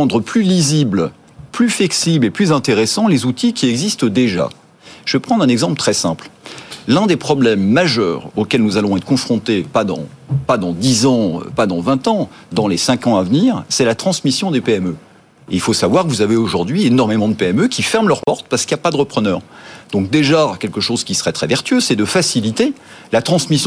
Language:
French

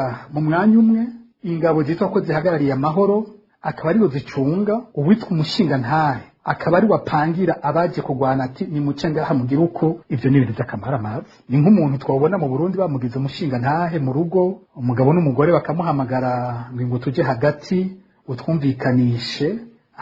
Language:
Rundi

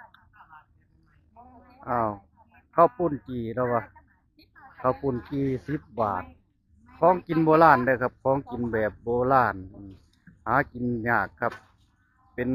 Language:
Northeastern Thai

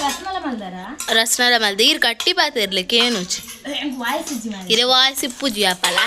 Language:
Tulu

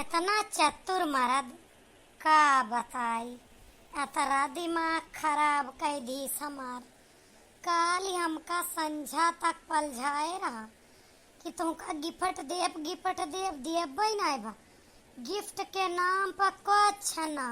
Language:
Awadhi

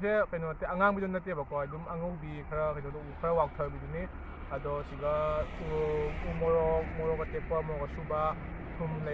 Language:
Manipuri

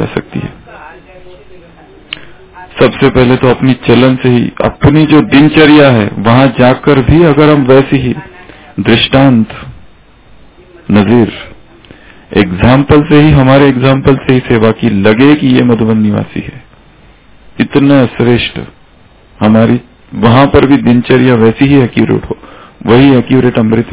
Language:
Hindi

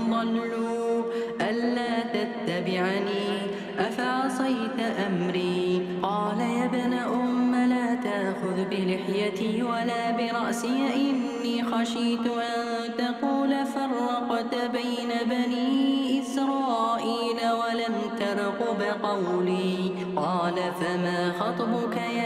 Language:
Arabic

